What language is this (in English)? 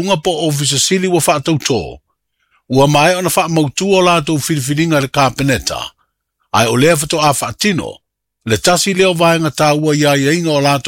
Samoan